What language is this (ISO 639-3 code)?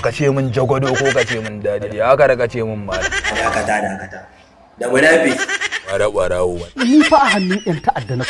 hau